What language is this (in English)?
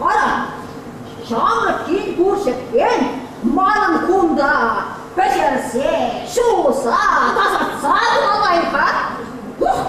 Chuvash